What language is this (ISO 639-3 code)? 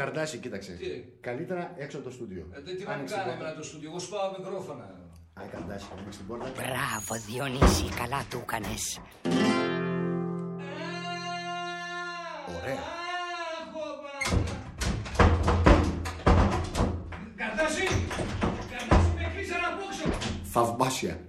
ell